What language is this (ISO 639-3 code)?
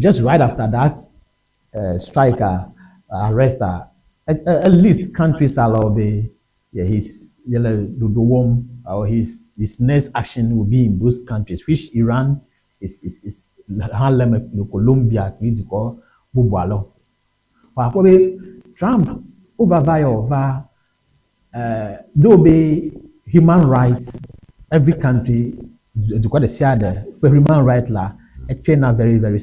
ewe